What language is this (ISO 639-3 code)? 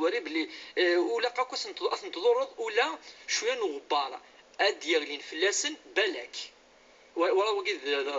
kab